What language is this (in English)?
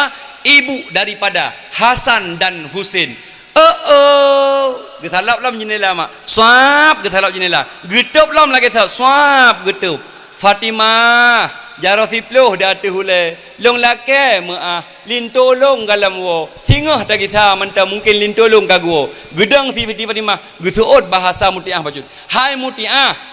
Achinese